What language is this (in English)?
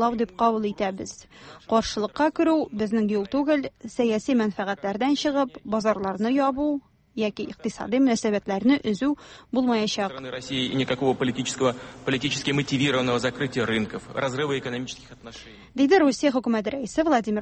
Tatar